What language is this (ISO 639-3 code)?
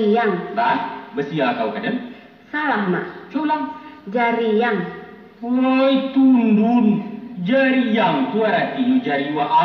min